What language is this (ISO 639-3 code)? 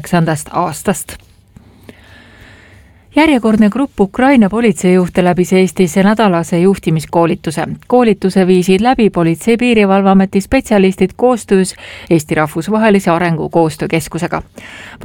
est